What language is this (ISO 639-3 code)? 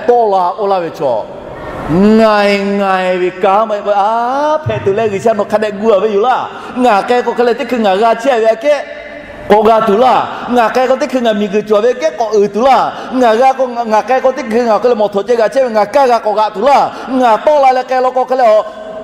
lhu